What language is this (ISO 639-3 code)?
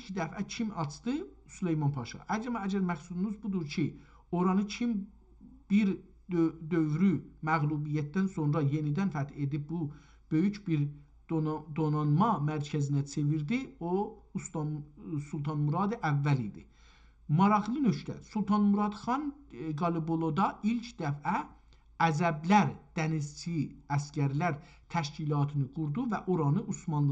azb